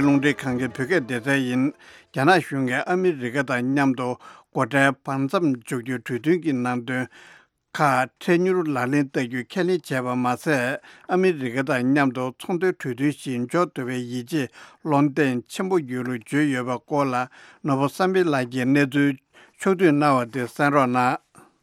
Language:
Tibetan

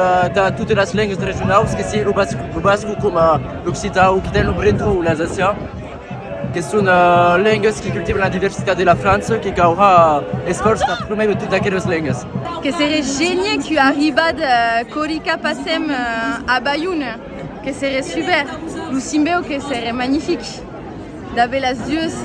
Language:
Occitan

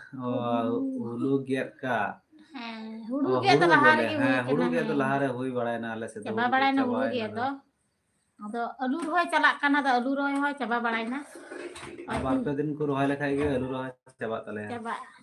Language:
Santali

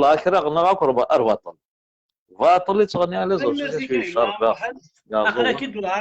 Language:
Kabyle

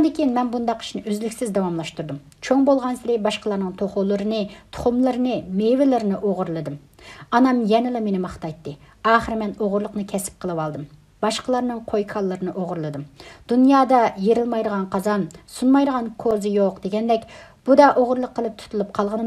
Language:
Uyghur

